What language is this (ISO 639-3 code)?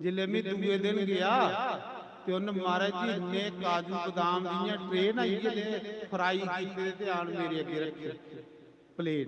doi